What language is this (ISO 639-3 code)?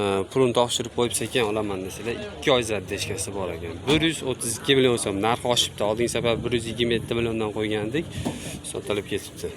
uzb